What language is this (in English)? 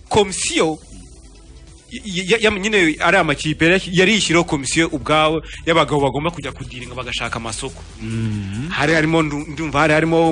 Kinyarwanda